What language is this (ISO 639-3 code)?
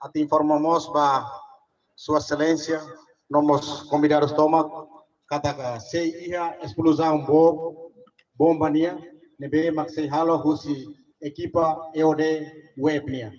tet